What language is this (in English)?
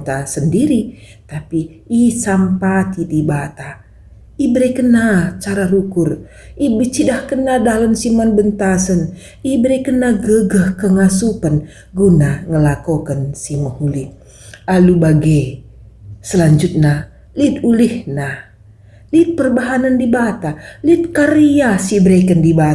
Batak Karo